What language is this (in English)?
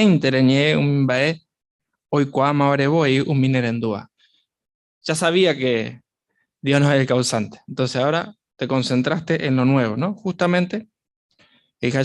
Guarani